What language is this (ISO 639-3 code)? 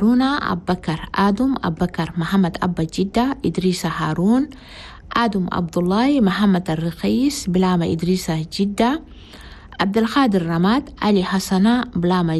shu